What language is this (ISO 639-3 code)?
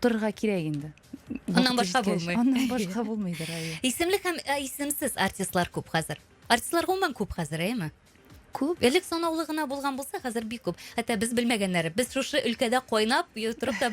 tat